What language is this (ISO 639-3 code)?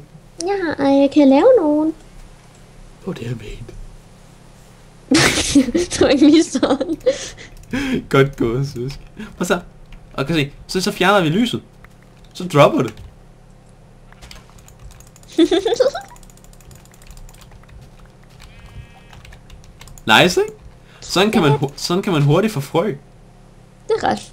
dan